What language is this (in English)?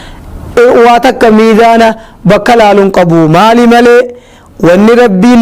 Oromo